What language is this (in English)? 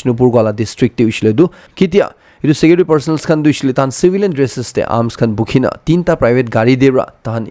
Naga Pidgin